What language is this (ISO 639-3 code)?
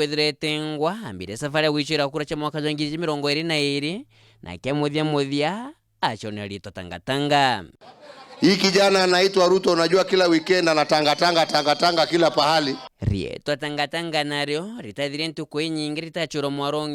mer